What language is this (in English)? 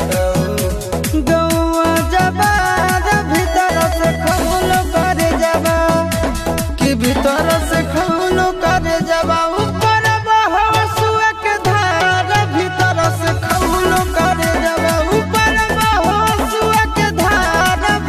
Bhojpuri